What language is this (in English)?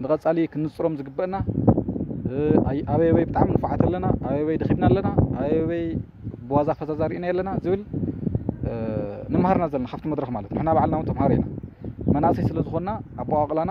Tigrinya